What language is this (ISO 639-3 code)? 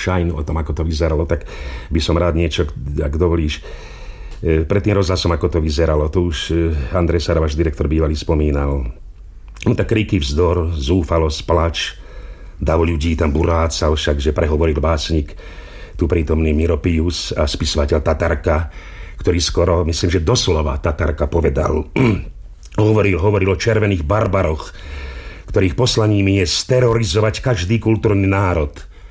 slk